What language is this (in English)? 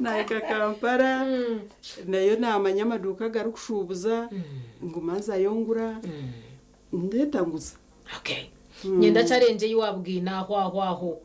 Nyankole